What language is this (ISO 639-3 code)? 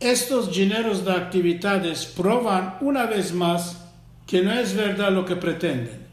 lad